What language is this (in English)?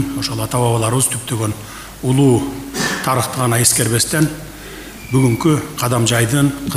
Kyrgyz